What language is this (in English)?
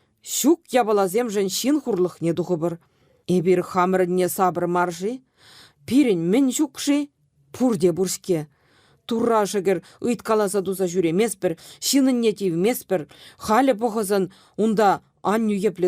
Chuvash